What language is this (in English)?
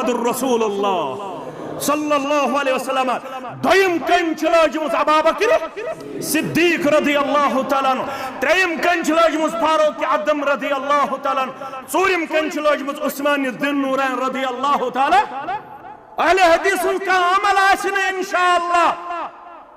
Kashmiri